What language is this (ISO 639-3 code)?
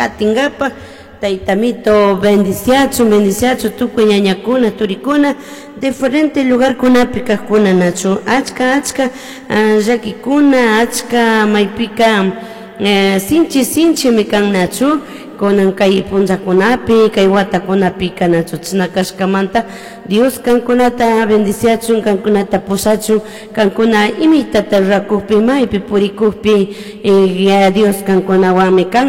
qug